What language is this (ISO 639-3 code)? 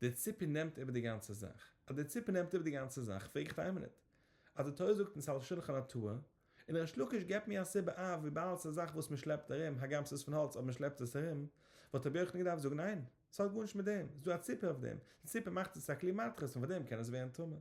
yid